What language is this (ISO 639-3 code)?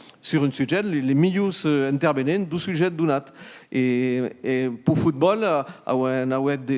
oci